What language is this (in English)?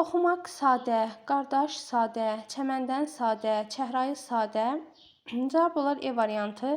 Azerbaijani